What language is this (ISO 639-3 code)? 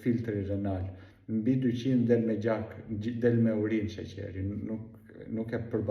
sqi